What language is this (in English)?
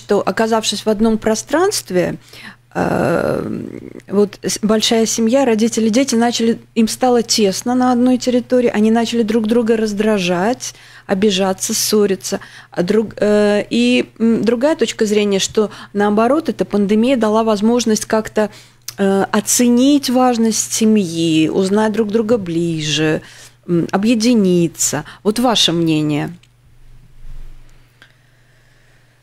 Russian